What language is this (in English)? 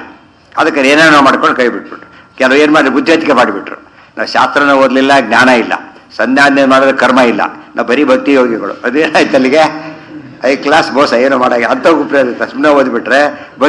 Kannada